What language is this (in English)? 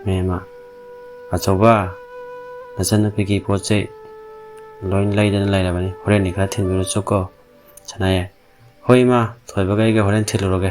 Manipuri